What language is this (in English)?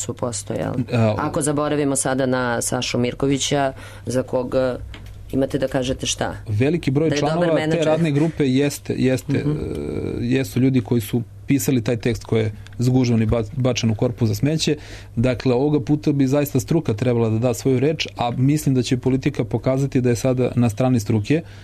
Serbian